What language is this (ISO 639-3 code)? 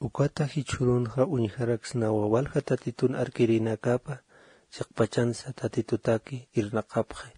aym